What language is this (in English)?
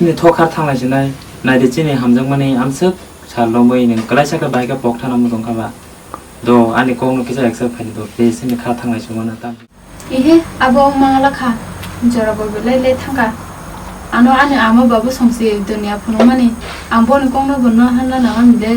Kok Borok